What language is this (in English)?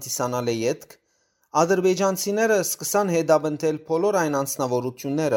Western Armenian